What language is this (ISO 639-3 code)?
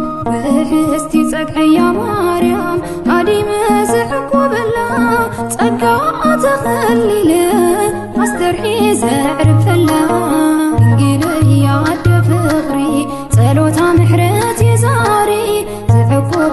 tir